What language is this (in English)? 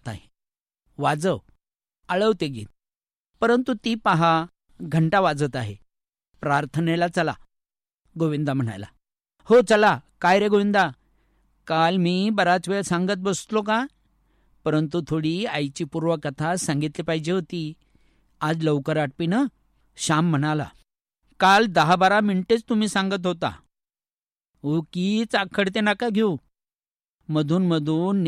Marathi